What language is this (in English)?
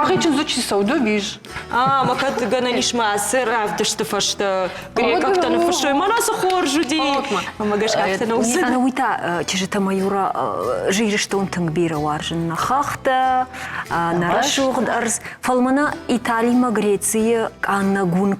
Ossetic